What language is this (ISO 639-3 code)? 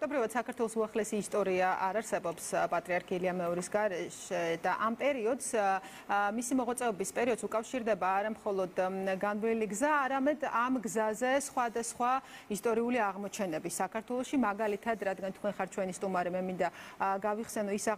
kat